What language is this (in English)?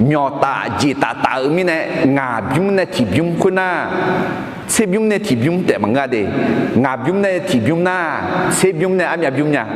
Akha